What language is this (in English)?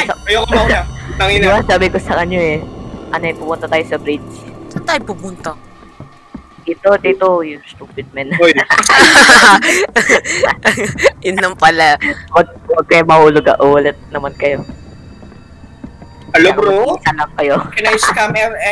Filipino